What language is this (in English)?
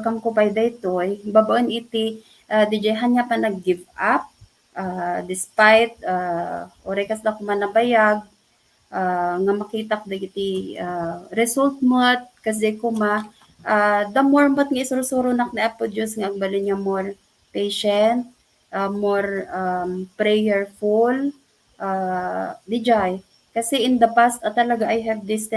Iloko